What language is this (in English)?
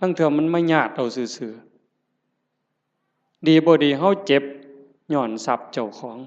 Northeastern Thai